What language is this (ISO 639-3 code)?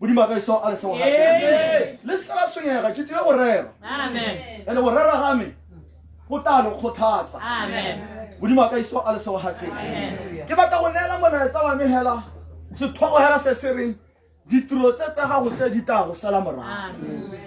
tsn